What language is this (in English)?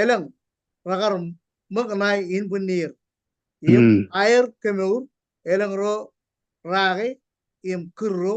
Marshallese